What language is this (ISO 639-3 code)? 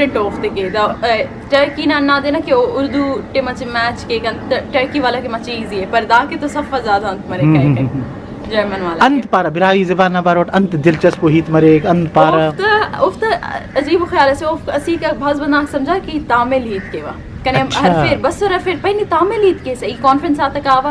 brh